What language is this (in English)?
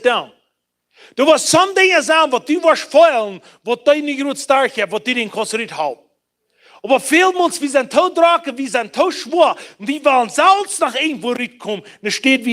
Plautdietsch